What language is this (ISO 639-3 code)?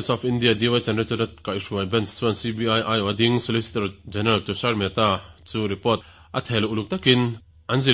lus